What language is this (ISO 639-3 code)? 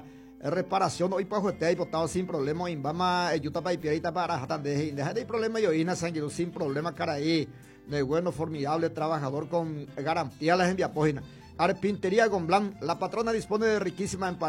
grn